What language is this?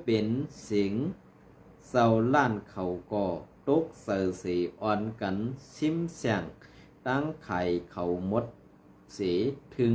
Shan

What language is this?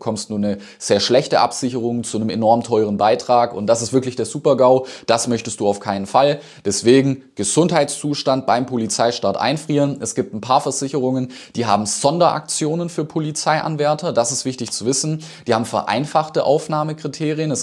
German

